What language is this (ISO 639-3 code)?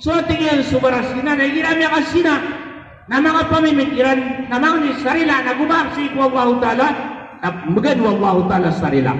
mrw